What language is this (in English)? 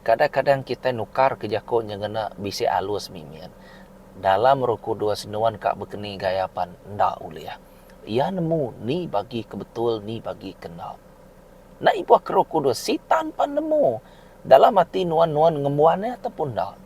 Iban